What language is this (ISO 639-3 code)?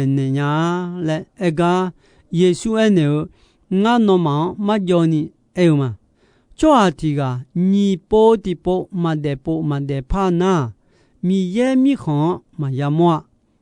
ahk